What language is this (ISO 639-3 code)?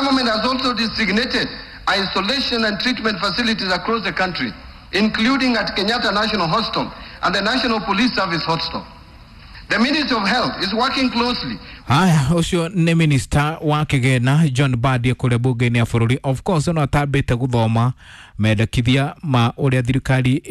kik